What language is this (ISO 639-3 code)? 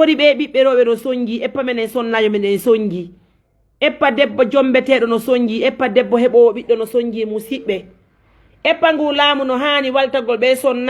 ful